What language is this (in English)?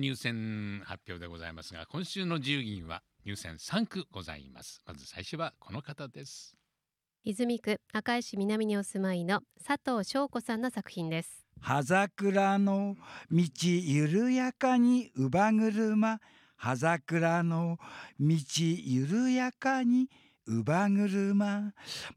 Japanese